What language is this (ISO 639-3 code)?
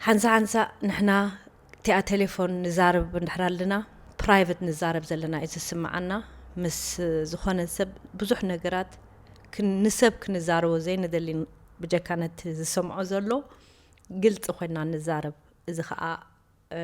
tir